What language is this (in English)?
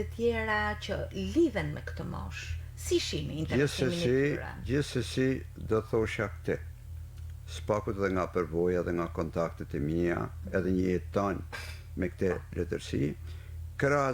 Albanian